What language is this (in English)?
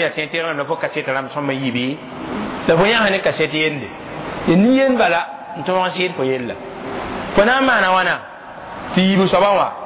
Mossi